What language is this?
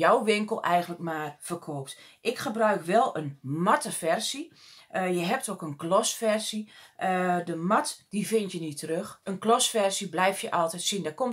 Dutch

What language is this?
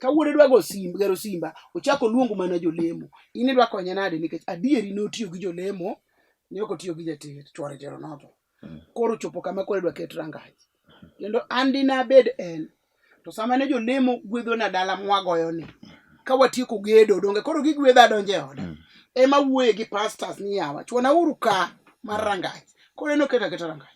Luo (Kenya and Tanzania)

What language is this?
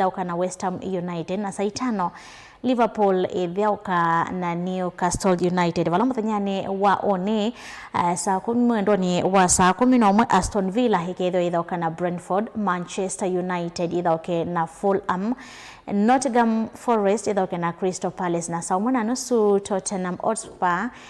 Kamba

